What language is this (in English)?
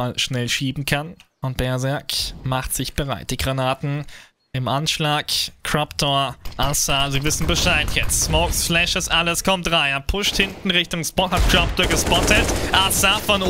German